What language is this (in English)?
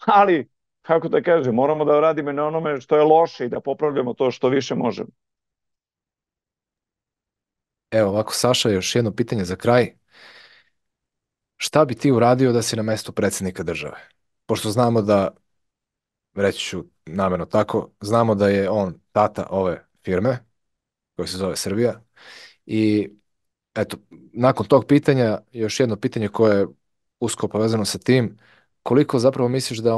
Serbian